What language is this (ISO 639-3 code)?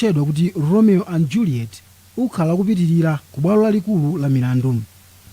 nya